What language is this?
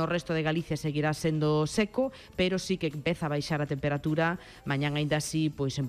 Galician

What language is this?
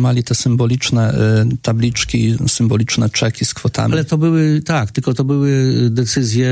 Polish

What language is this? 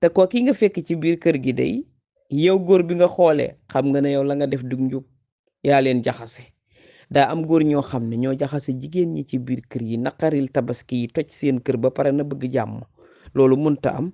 Wolof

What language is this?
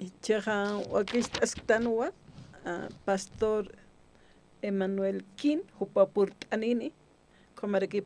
Aymara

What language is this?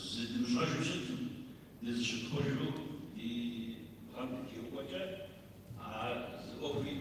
Kabardian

